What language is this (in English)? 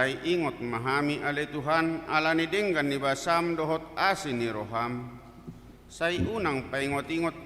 Batak Toba